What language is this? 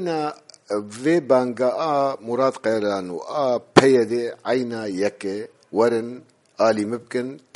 Kurdish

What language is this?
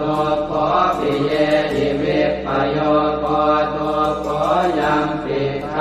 Pali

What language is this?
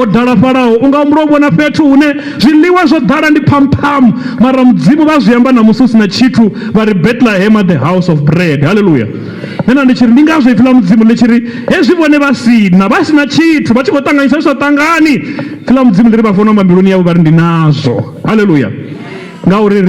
Venda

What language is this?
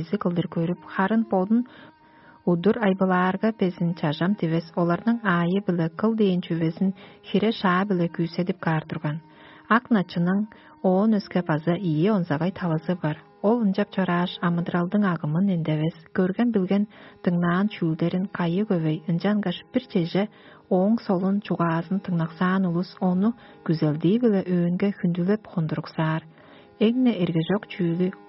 Tuvinian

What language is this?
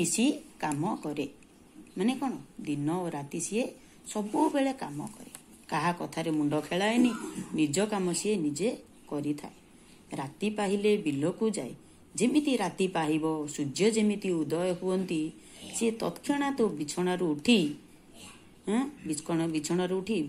Odia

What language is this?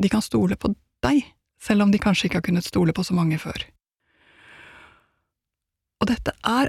Norwegian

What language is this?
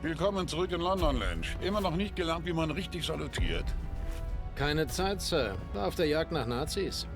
Bavarian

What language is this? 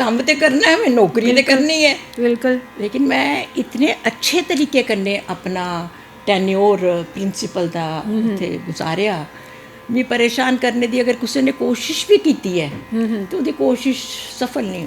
Dogri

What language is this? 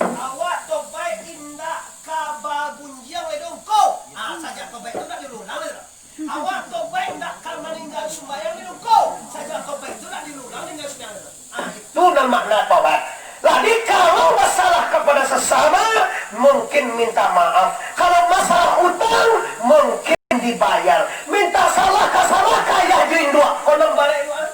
Minangkabau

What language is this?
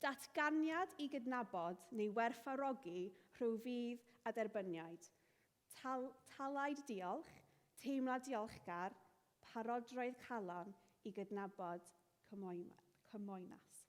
Welsh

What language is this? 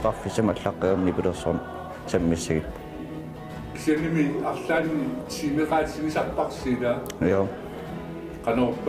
Kalaallisut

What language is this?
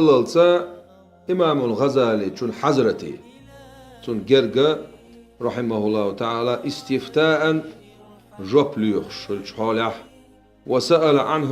Chechen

